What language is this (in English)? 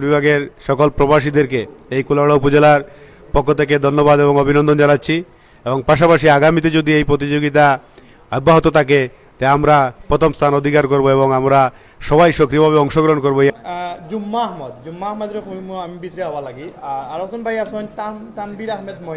Sylheti